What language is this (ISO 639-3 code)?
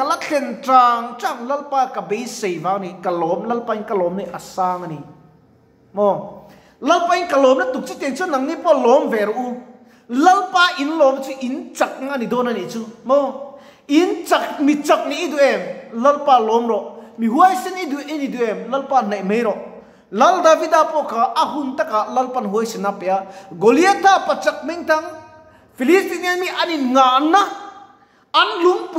lus